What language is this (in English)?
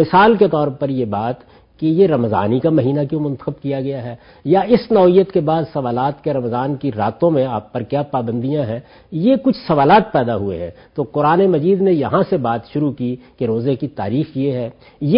Urdu